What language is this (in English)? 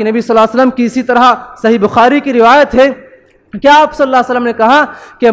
Urdu